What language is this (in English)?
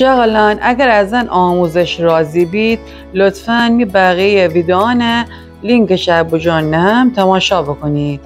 Gilaki